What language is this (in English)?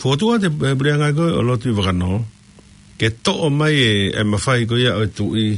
Tongan